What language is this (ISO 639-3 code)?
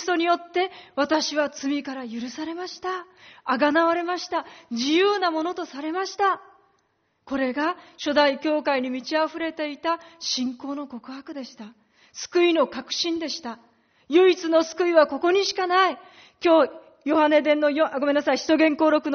jpn